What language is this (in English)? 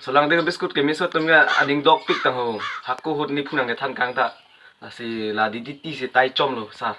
Karbi